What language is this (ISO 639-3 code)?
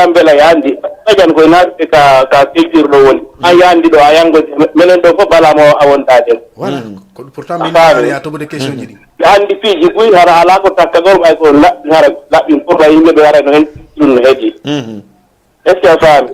ful